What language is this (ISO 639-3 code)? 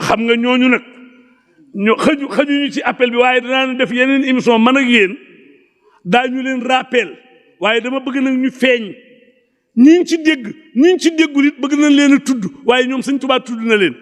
wol